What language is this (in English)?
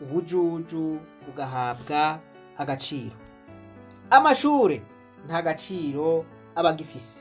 Rundi